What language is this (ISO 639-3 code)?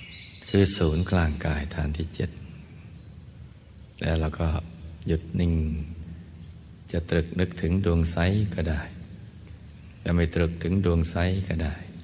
tha